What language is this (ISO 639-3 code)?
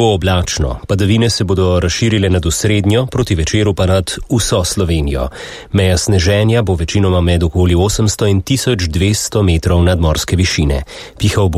slv